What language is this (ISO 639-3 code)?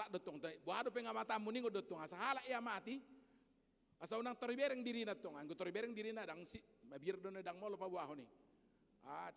bbc